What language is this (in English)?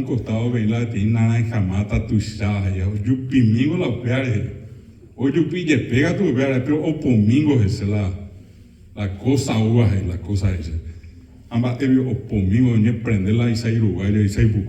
Guarani